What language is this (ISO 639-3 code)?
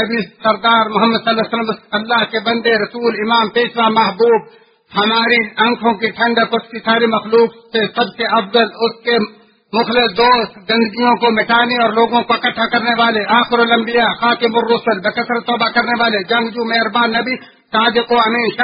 urd